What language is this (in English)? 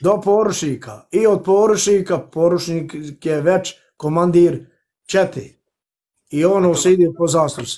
Bosnian